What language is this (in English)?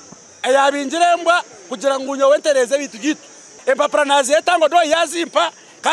Nyankole